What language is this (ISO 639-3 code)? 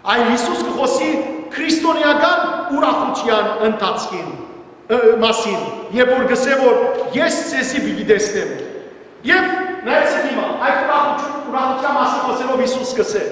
hyw